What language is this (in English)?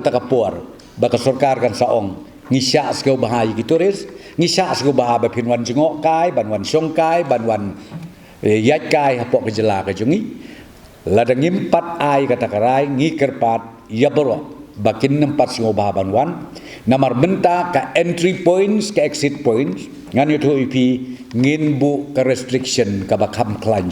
Khasi